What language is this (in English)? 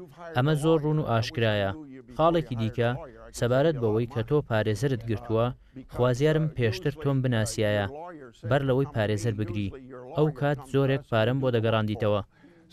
Central Kurdish